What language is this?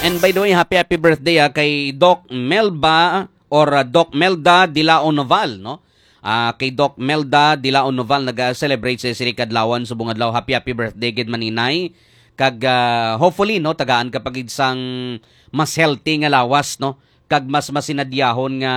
Hiligaynon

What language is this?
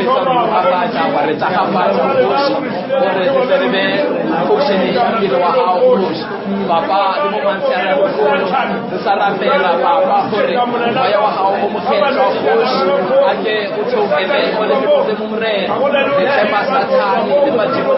Northern Sotho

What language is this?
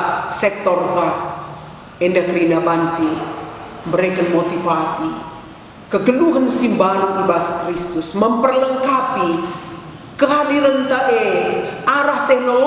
Batak Karo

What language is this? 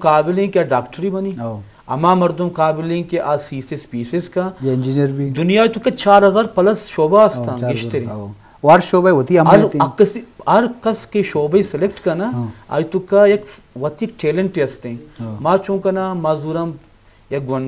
Eastern Balochi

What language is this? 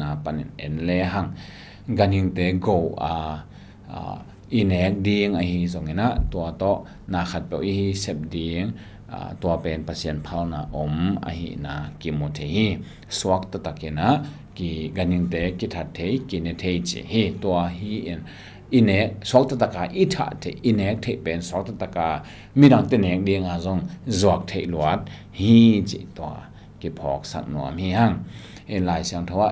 Tedim Chin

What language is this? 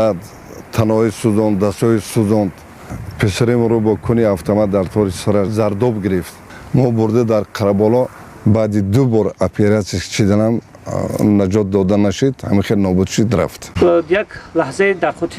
Tajik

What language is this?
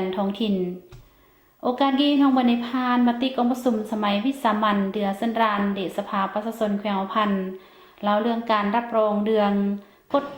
Lao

